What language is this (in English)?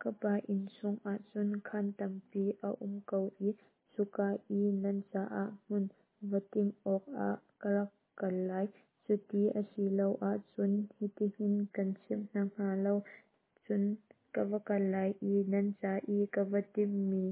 Hakha Chin